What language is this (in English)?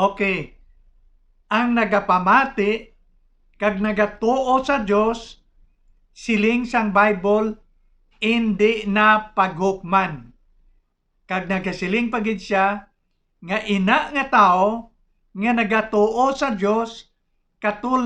Hiligaynon